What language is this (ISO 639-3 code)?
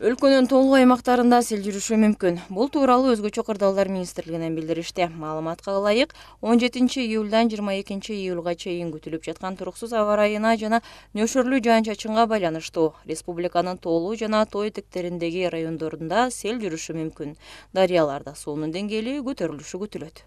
kir